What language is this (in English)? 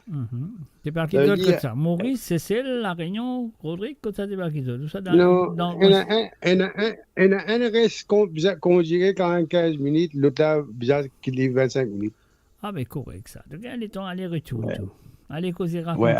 Morisyen